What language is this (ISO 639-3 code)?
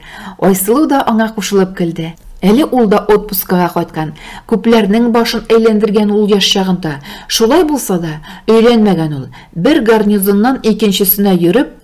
tat